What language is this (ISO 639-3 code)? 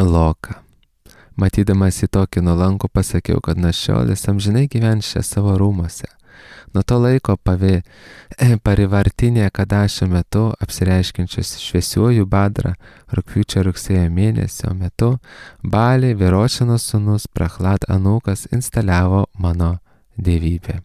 lit